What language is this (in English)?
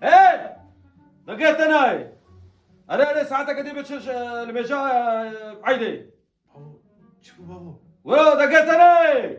Kurdish